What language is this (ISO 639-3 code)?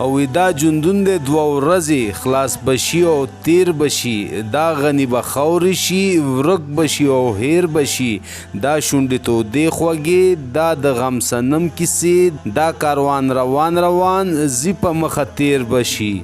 pus